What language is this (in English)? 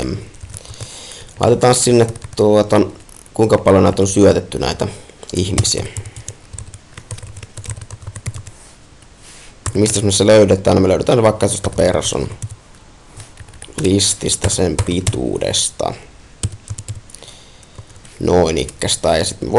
Finnish